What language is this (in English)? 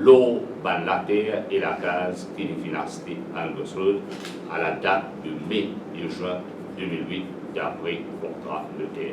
Morisyen